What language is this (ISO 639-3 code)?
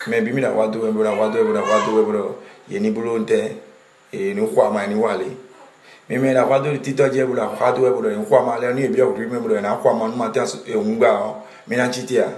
fon